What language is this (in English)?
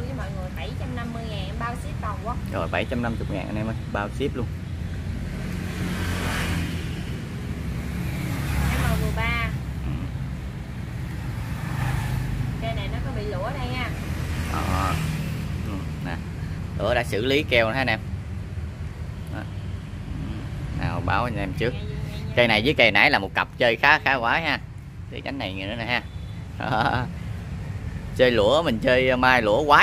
Vietnamese